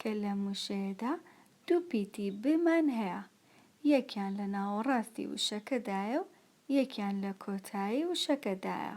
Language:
Central Kurdish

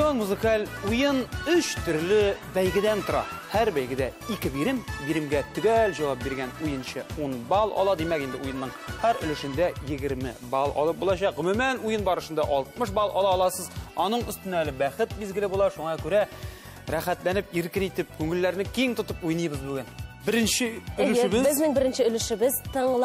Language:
Tatar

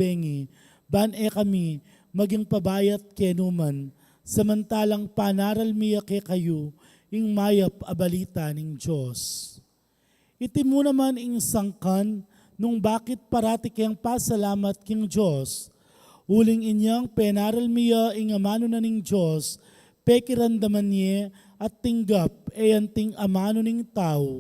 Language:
Pampanga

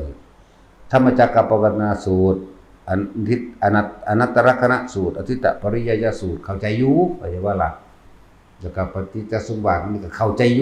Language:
Northeastern Thai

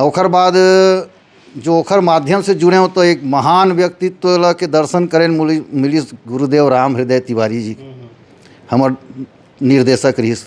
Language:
Chhattisgarhi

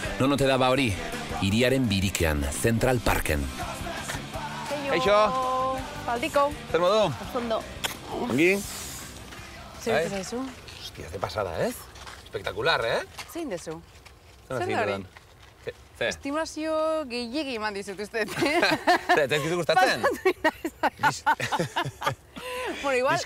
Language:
Basque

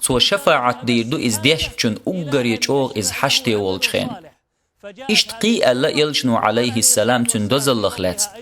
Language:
Chechen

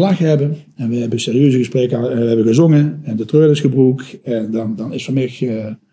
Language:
Limburgish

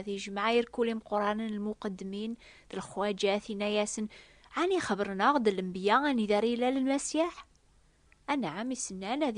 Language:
Kabyle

